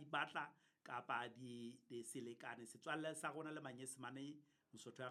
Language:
Southern Sotho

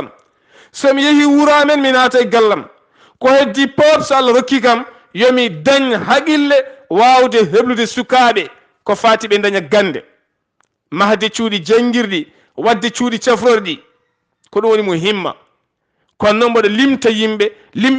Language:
Fula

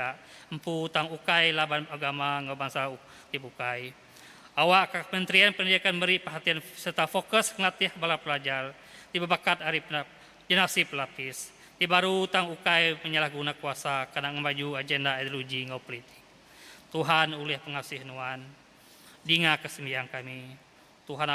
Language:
Iban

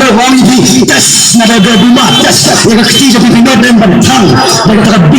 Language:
Khasi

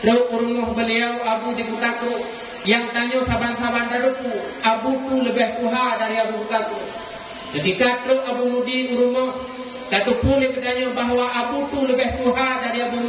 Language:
Achinese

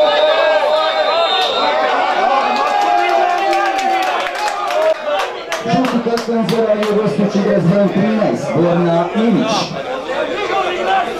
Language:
Croatian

